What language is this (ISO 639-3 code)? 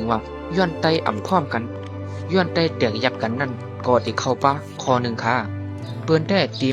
shn